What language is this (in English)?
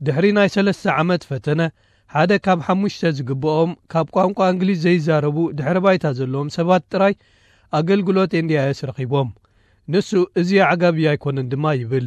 Tigrinya